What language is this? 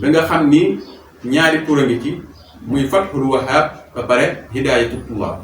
Wolof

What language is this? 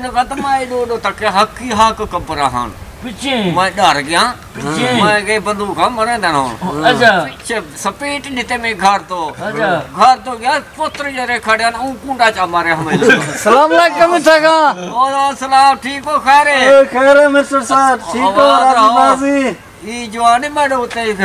Saraiki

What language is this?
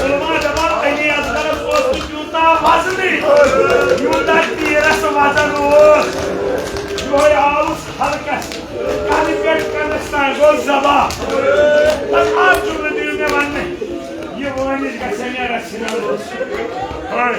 Kashmiri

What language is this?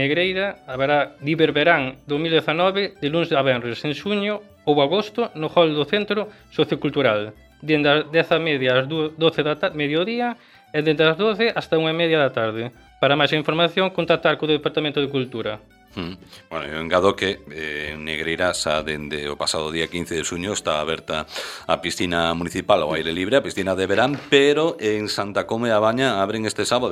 Galician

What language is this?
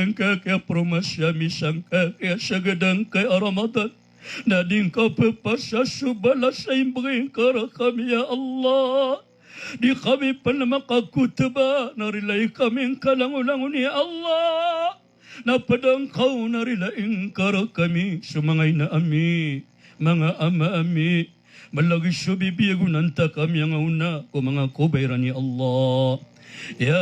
Maranao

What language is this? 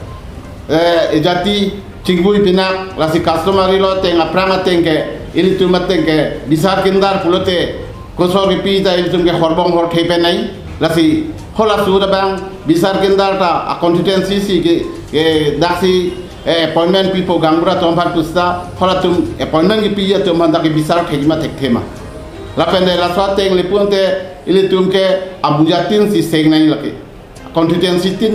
Karbi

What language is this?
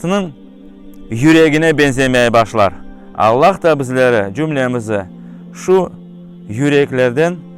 Crimean Tatar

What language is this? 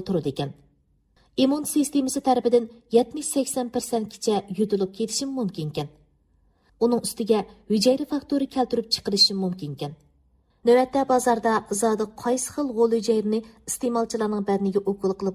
Uyghur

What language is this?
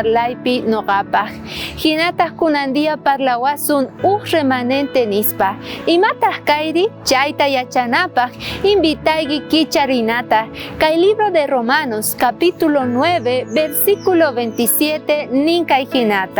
South Bolivian Quechua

